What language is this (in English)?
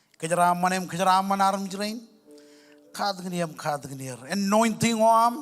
Marshallese